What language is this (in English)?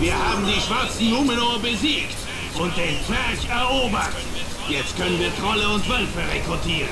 Swiss German